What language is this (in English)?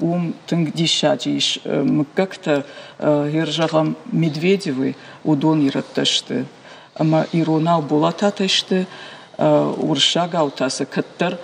Ossetic